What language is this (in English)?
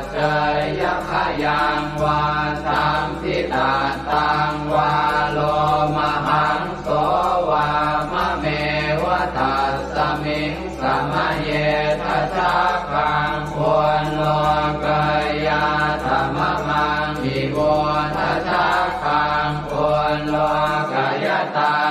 Pali